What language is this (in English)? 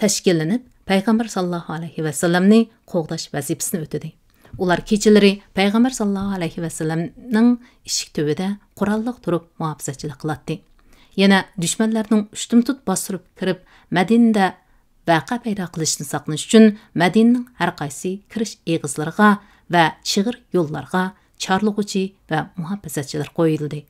Uyghur